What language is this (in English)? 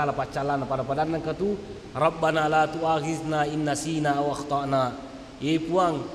Buginese